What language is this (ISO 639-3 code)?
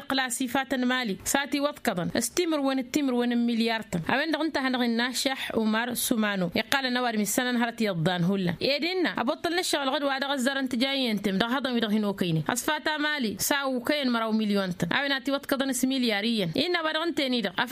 taq